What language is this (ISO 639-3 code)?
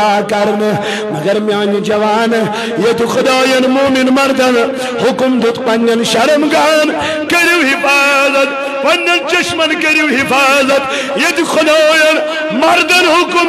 kas